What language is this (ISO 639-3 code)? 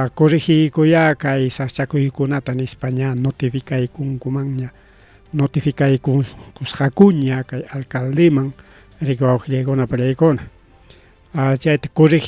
quy